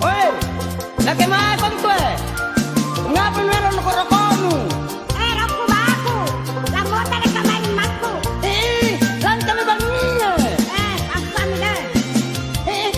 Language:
Makasar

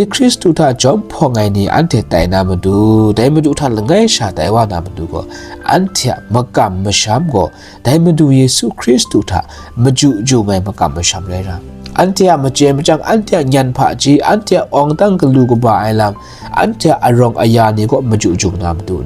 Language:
Kachin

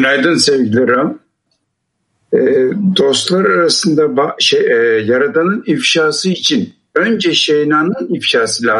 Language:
Russian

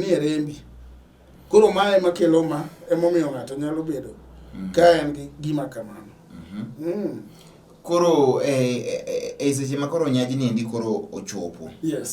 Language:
Luo (Kenya and Tanzania)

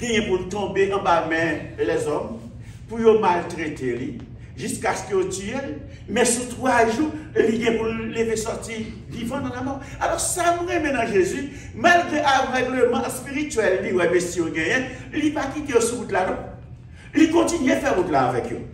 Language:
Haitian Creole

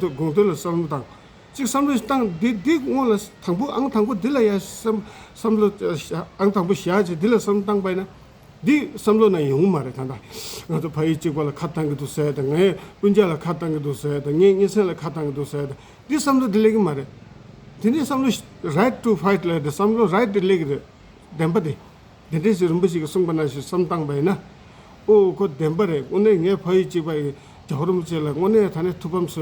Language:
Tibetan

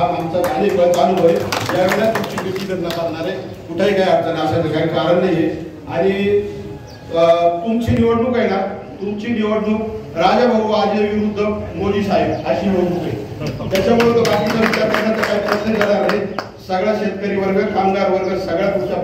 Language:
Marathi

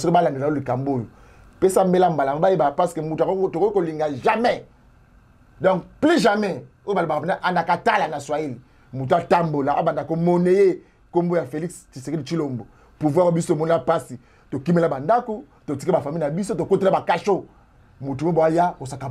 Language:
Lingala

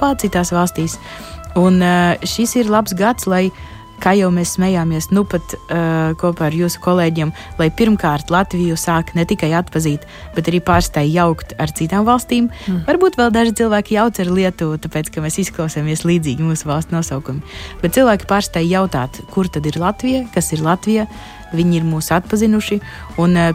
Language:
Latvian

